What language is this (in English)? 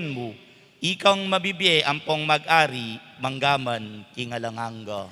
Pampanga